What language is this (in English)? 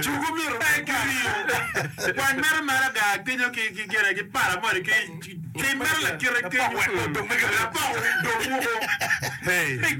Acoli